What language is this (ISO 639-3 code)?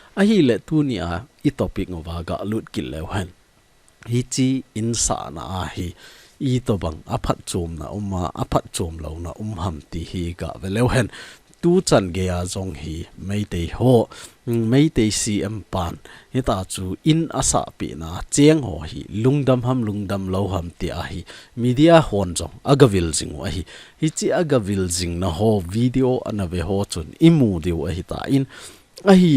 tcz